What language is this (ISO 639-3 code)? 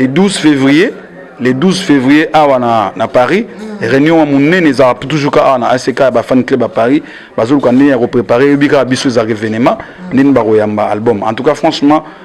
lin